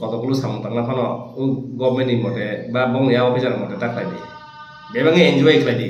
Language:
Kok Borok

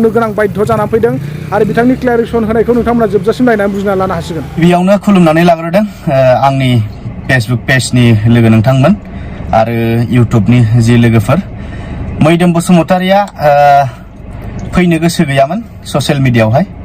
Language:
Bodo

